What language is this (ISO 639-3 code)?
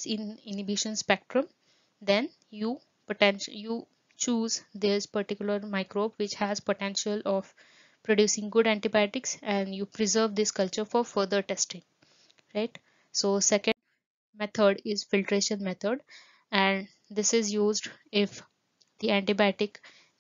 eng